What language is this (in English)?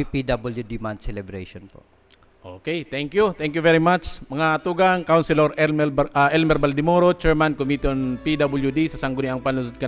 Bikol